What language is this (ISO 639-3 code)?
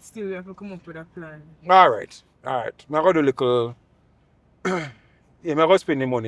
jam